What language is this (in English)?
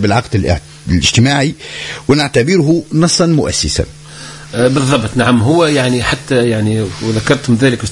Tunisian Arabic